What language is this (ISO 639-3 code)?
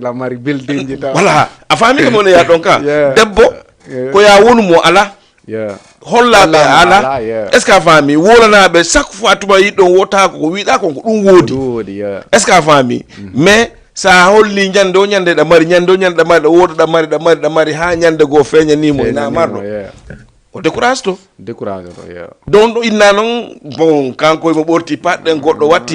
ful